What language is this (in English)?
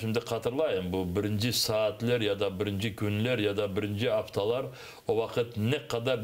Crimean Tatar